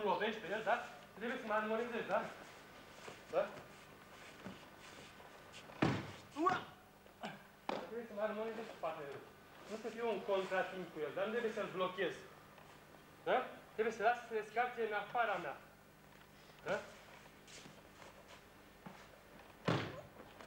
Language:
Romanian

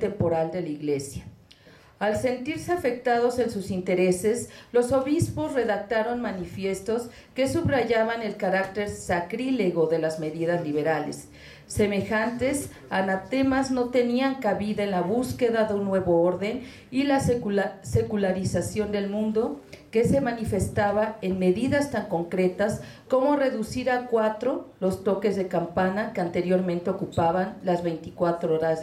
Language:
Spanish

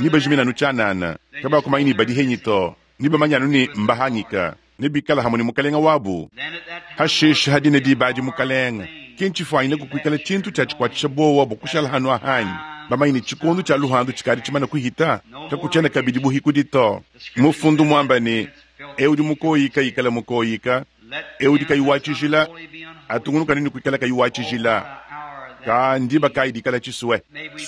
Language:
Luba-Lulua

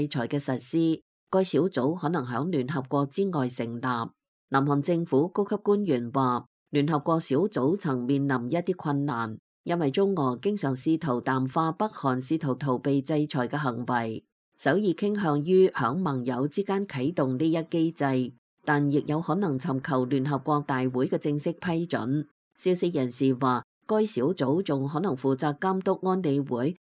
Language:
Cantonese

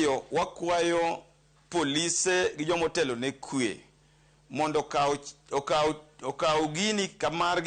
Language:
Luo (Kenya and Tanzania)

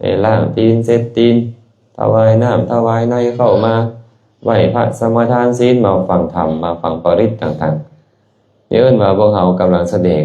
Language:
Lao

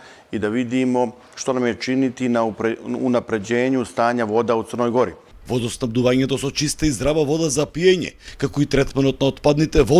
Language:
Macedonian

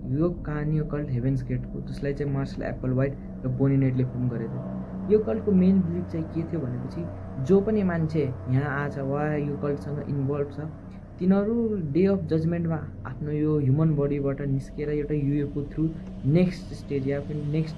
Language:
Nepali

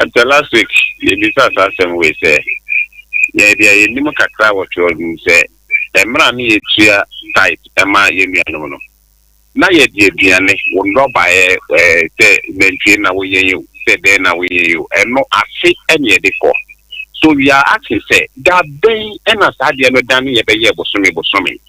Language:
Akan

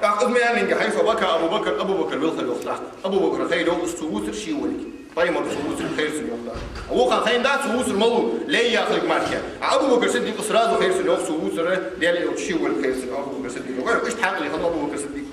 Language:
Ingush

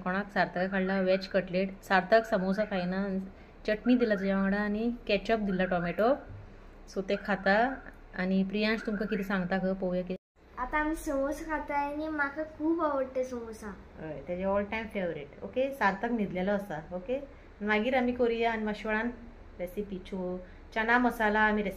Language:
Konkani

